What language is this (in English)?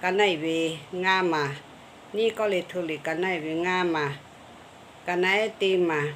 Lahu